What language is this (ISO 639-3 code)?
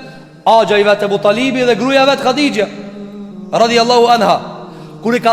sqi